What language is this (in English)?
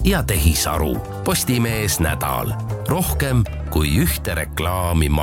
Estonian